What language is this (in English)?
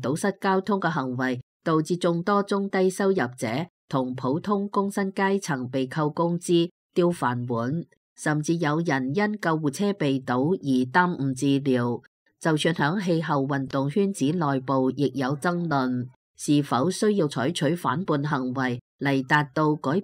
Cantonese